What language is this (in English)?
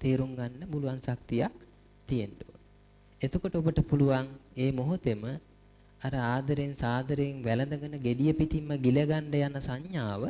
Sinhala